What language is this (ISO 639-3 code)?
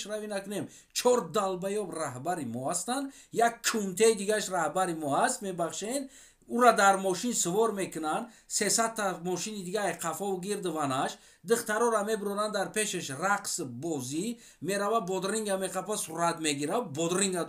tgk